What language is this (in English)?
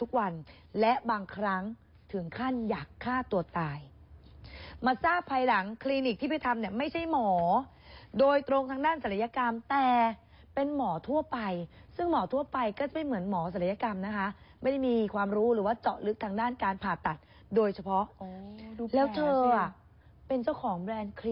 Thai